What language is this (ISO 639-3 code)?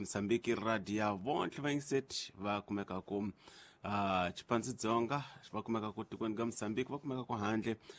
tso